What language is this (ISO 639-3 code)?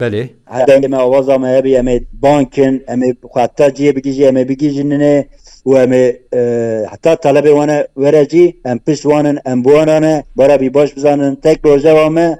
kur